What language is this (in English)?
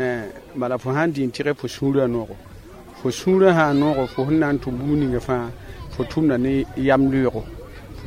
Mossi